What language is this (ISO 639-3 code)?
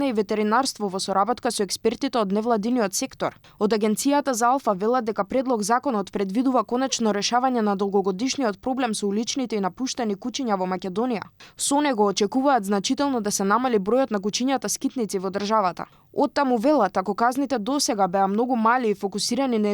mkd